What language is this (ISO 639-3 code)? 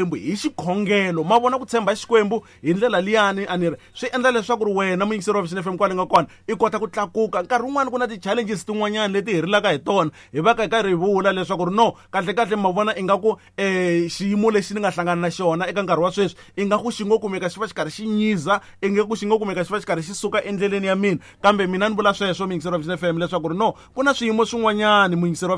tso